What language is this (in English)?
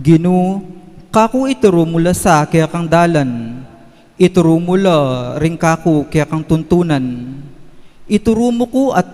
Pampanga